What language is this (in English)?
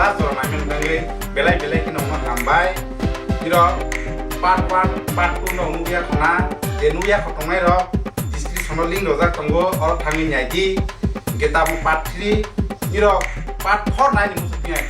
Kok Borok